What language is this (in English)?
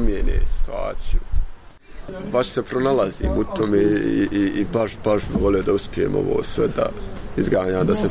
Bosnian